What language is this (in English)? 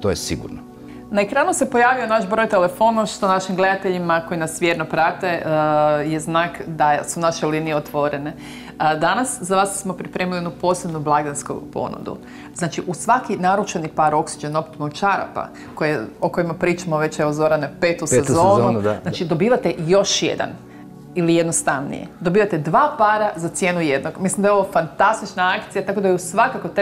Croatian